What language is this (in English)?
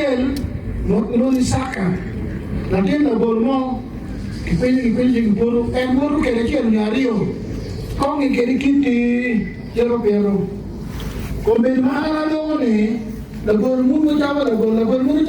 Acoli